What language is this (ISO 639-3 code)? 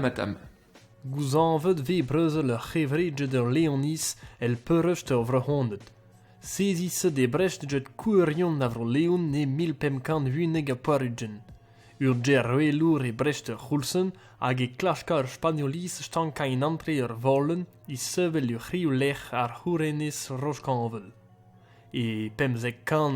bre